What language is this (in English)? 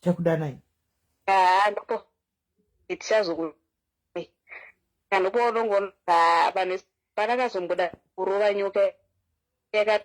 Shona